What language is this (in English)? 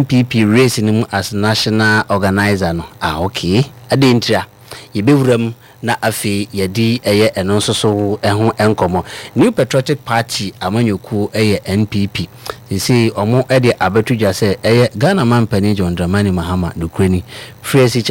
Akan